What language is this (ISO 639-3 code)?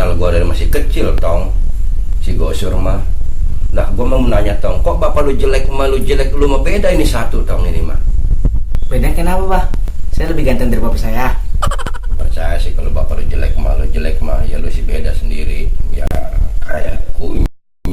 bew